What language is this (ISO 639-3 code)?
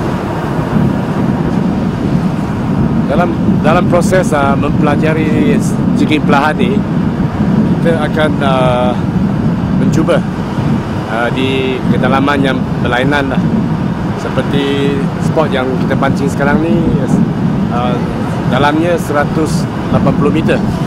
msa